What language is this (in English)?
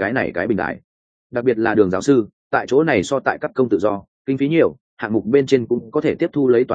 Vietnamese